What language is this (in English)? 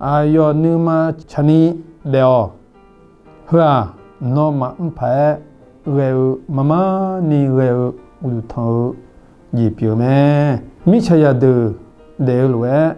Akha